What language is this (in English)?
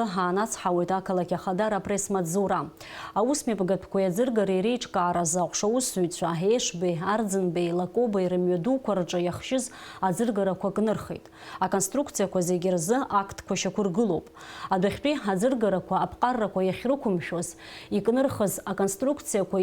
Abkhazian